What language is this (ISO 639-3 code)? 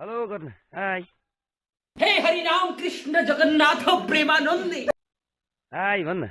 nep